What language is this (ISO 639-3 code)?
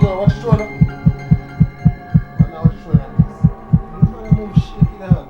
jam